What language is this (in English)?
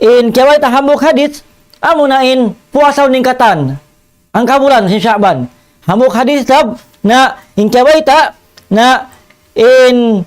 Tausug